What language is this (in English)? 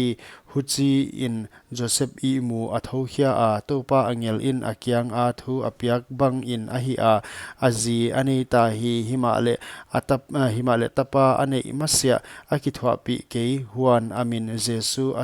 Paite Chin